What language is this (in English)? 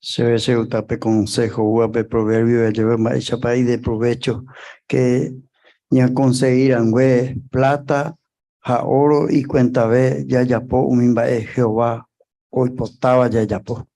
Guarani